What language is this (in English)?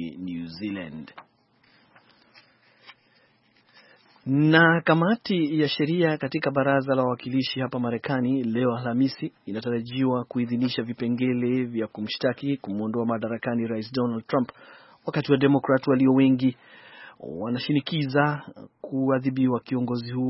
Swahili